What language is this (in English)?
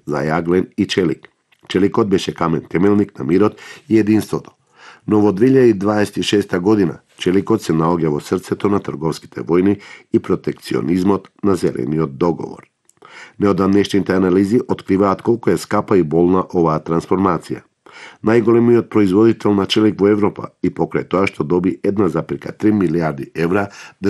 Macedonian